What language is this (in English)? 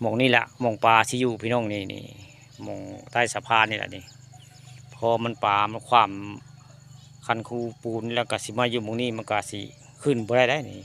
Northeastern Thai